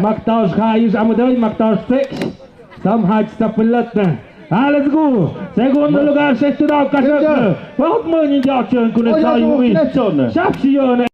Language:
Tlahuitoltepec Mixe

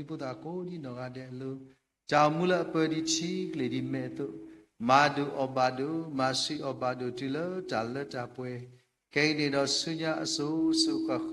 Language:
S'gaw Karen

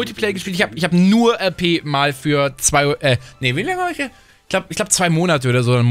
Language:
German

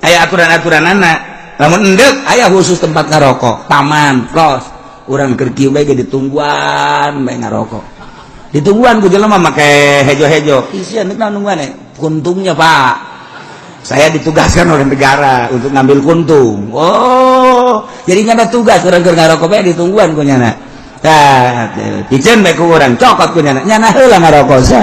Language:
Sundanese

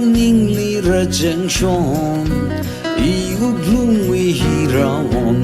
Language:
Tangkhul Naga (India)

